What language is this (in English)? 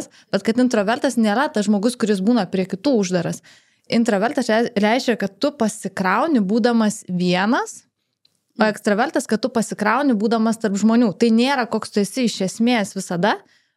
Lithuanian